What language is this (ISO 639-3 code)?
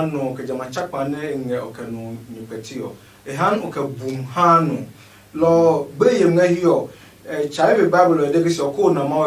ada